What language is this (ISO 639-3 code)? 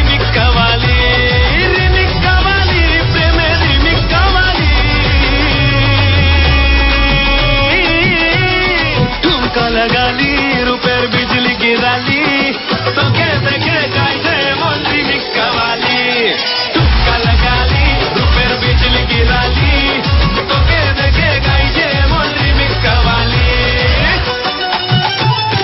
ben